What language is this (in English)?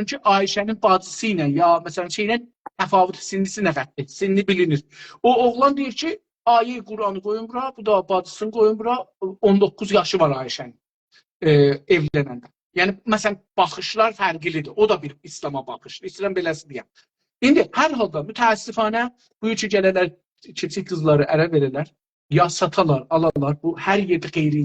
South Azerbaijani